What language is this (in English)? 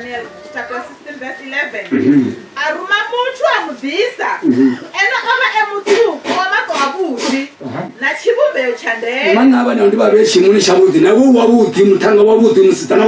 Venda